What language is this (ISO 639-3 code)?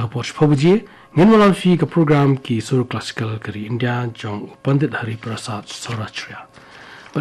kha